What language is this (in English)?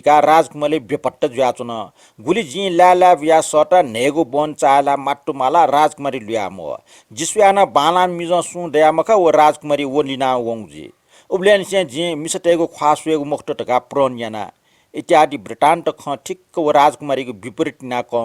Newari